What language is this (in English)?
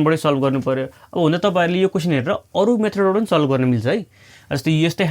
Nepali